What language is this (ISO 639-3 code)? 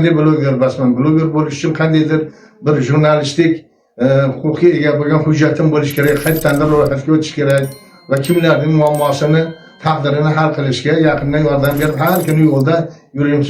uzb